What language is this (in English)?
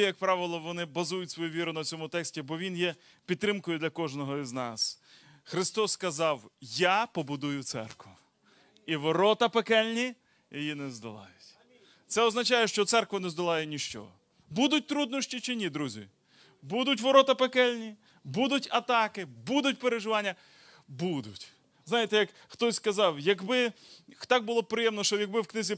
Ukrainian